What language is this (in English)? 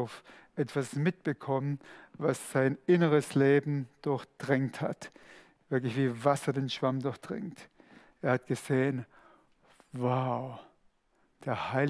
Swiss German